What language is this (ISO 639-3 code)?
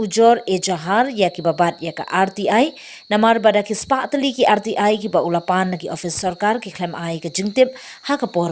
kha